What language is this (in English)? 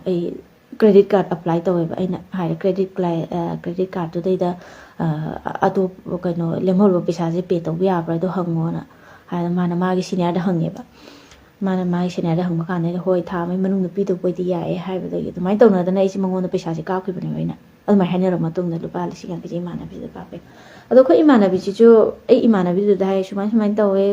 Manipuri